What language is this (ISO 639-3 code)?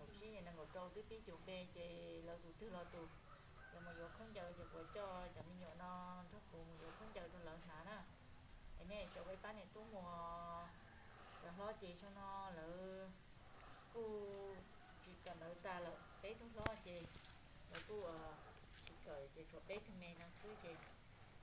hmn